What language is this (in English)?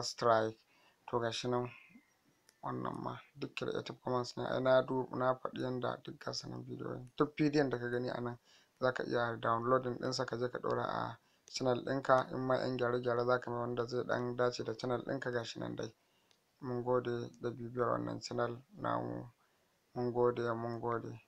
Hausa